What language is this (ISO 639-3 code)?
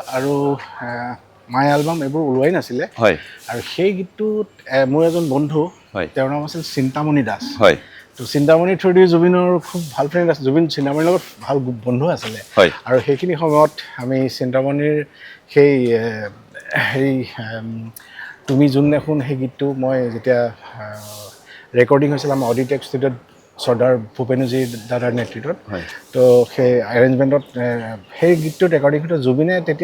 asm